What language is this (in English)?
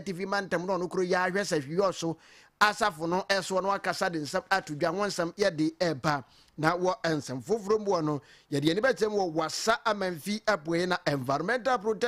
Akan